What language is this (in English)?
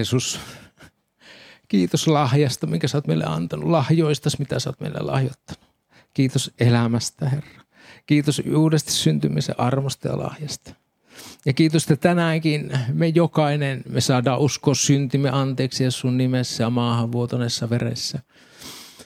Finnish